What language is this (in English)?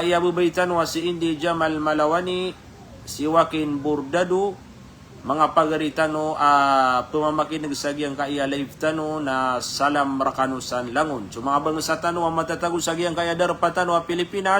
Maranao